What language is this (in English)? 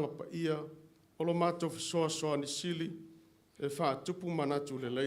Samoan